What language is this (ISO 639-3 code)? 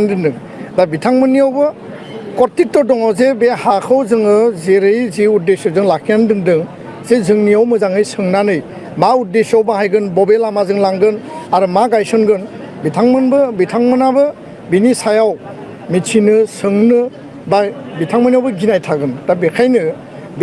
brx